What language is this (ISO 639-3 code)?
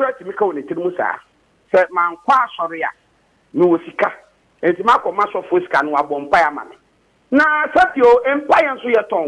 aka